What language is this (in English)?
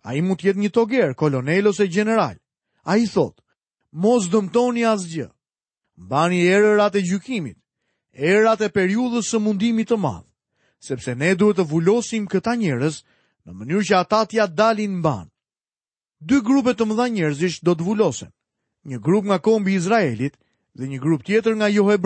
Albanian